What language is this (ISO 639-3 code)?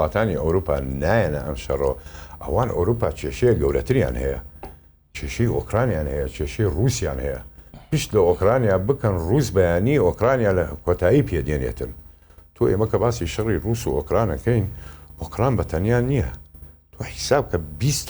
ckb